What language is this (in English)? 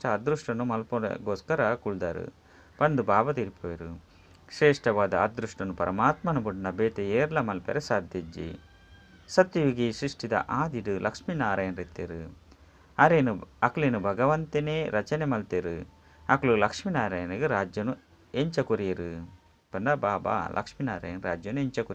Tulu